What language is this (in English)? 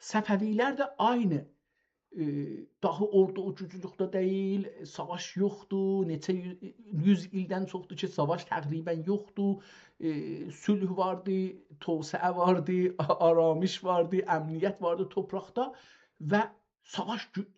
South Azerbaijani